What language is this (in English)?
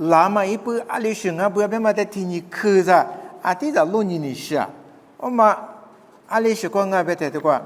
Lisu